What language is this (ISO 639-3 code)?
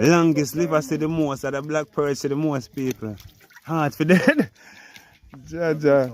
jam